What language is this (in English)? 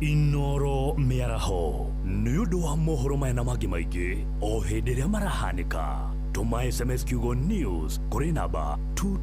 Kikuyu